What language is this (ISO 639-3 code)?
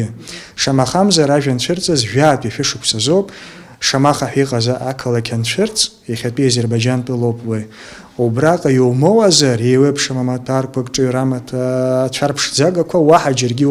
abk